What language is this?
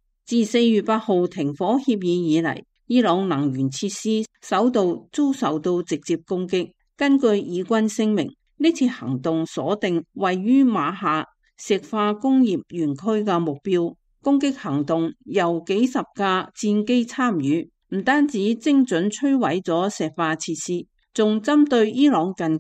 Cantonese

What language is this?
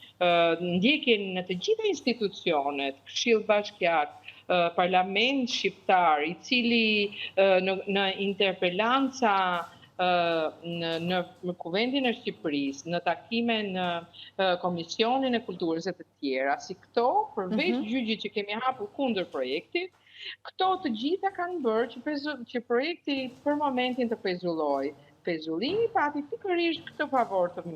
Albanian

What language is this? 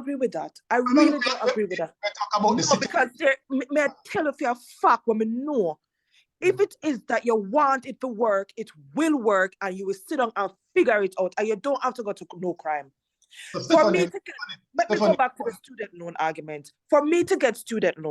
Jamaican Creole English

